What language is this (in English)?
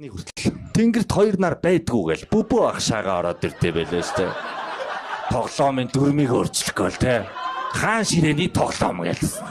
Mongolian